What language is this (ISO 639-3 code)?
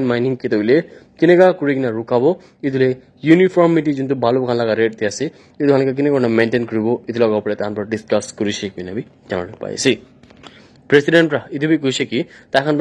nag